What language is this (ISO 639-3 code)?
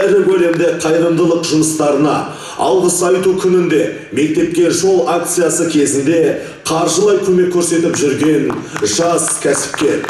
kaz